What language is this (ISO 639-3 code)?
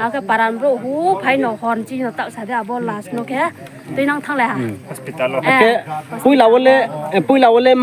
ria